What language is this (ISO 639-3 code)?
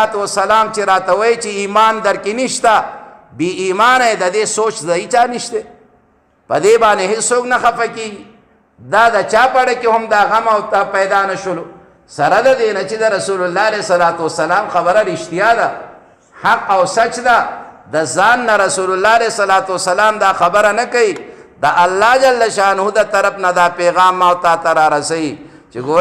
pus